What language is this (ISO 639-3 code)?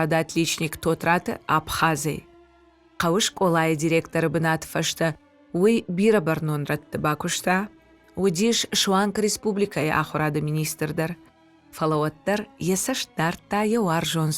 oss